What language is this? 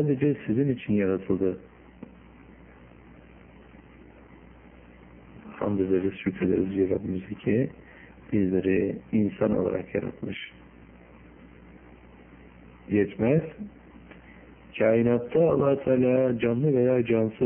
Turkish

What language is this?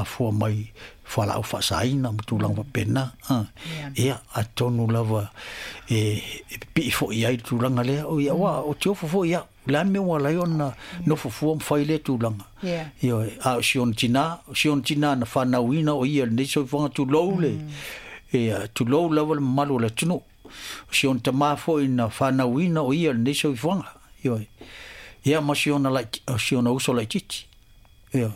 Samoan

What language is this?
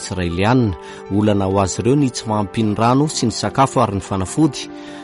Malagasy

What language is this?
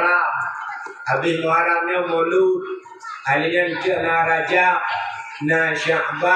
Achinese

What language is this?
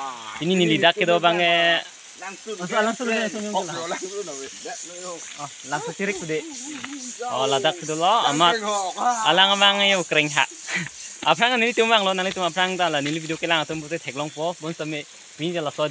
Karbi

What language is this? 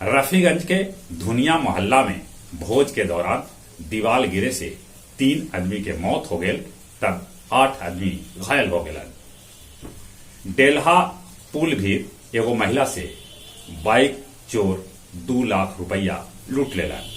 Magahi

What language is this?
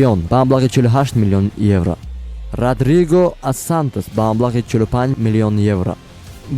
Tajik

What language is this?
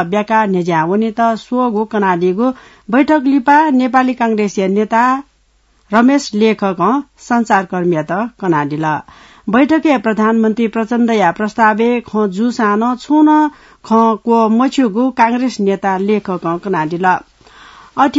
Newari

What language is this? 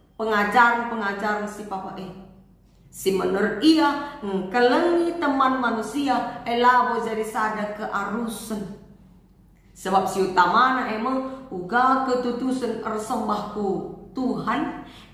Batak Karo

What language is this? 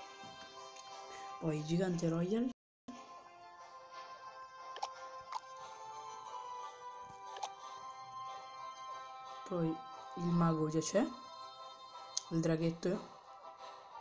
Italian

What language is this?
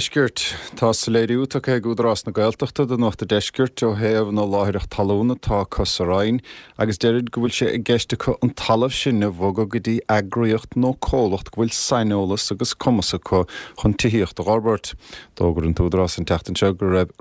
Irish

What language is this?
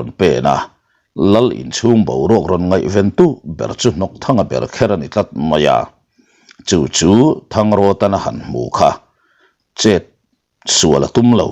Mizo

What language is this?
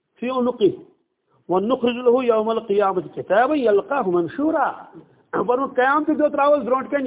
Kashmiri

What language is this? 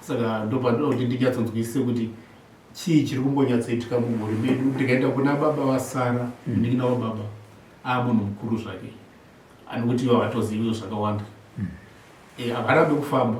Shona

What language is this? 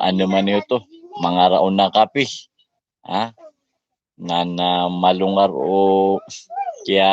Maranao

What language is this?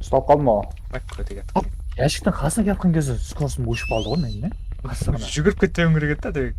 Kara-Kalpak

